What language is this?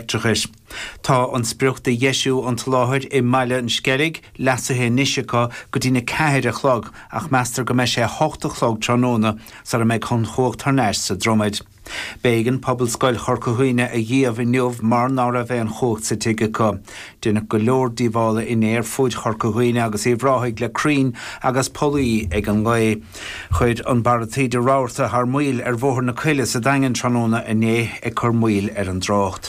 Irish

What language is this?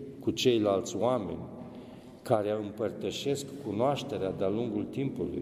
Romanian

